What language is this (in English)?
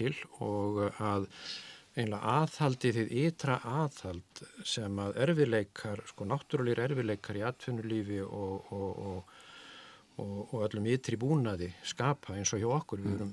Icelandic